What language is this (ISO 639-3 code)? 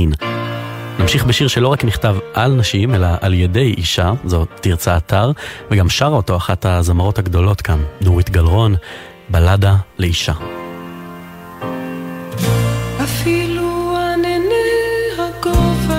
heb